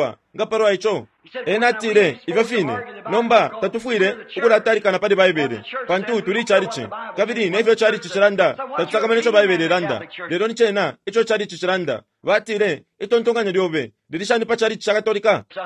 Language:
Bemba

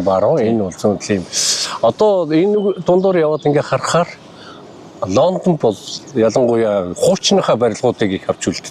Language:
Mongolian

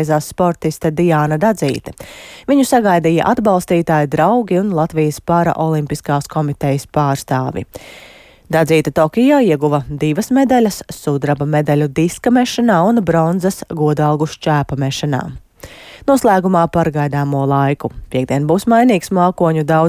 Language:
Latvian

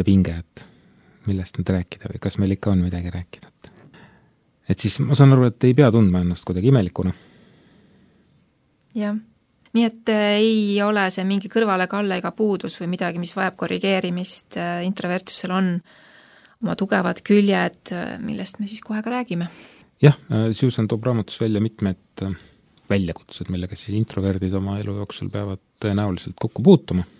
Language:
Estonian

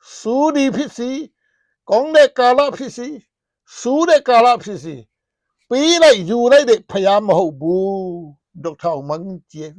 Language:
Tedim Chin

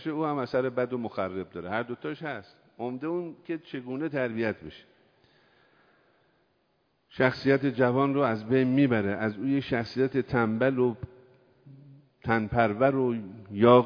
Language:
Persian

